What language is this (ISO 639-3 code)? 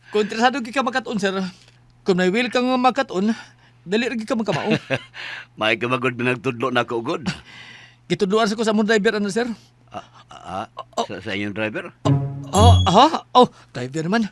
ceb